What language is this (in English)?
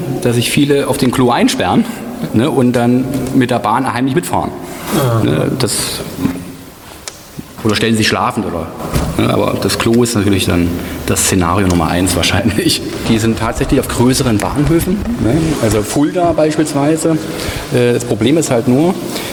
German